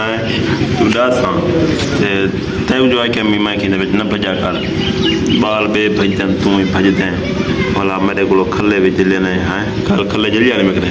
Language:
Saraiki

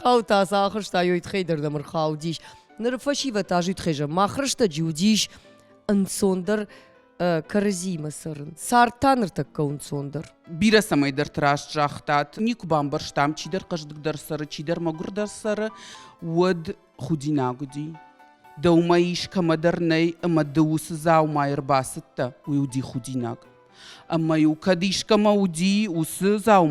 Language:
Ossetic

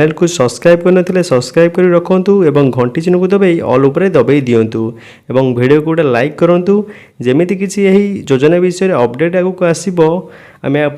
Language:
Odia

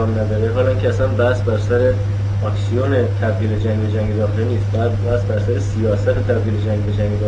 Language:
Persian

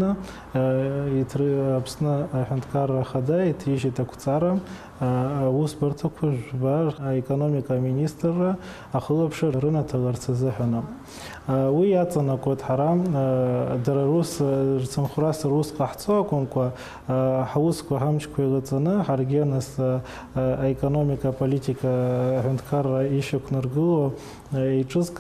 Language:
Abkhazian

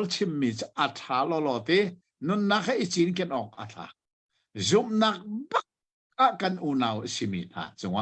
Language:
Hakha Chin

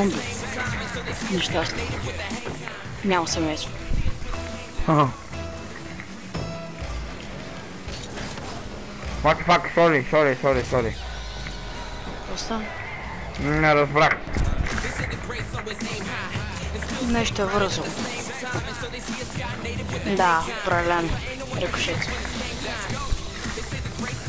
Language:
Bulgarian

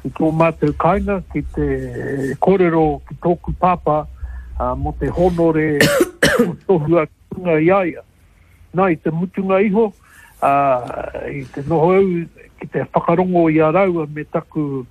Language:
Māori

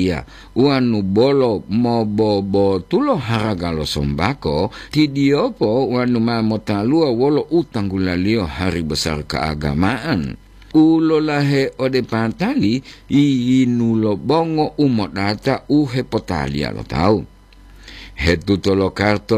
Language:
Gorontalo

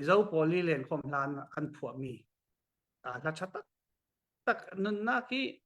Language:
Falam Chin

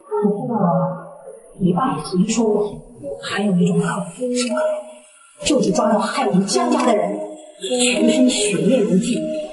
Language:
Chinese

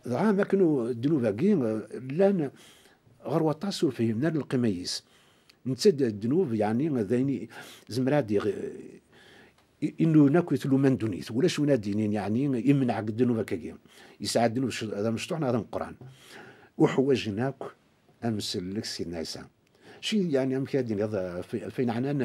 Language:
Kabyle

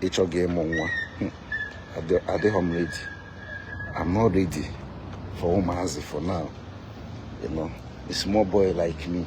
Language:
Igbo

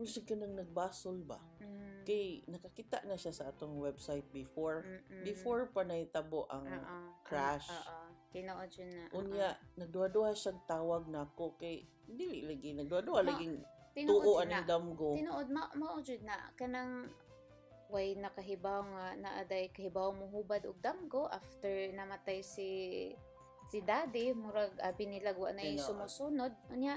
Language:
Cebuano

